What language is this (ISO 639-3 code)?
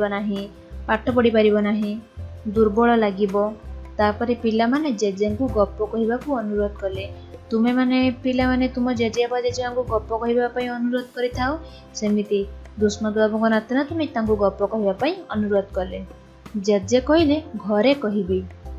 ori